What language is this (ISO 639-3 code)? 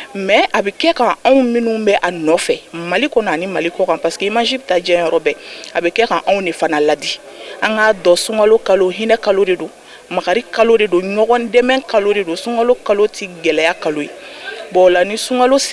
bam